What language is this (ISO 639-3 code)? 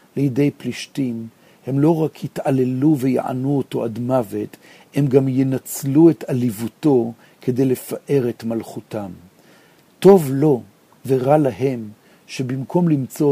heb